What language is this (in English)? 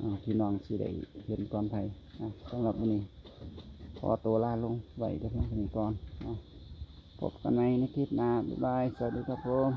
Northeastern Thai